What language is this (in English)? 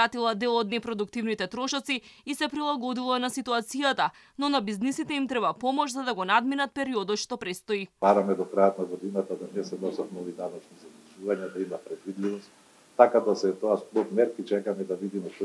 Macedonian